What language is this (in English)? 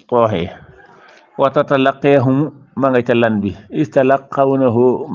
Wolof